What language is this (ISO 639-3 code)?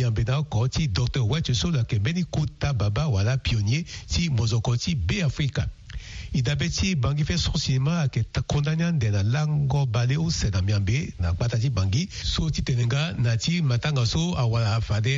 sag